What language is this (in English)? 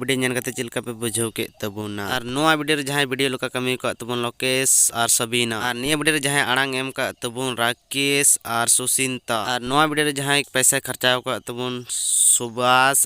Santali